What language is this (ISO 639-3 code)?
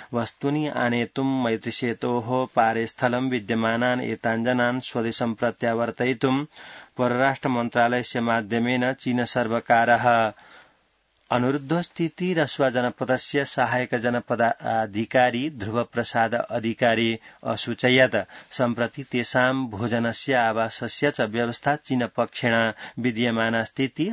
san